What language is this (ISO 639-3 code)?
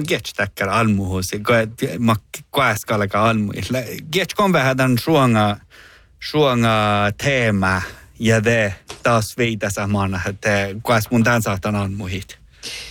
sme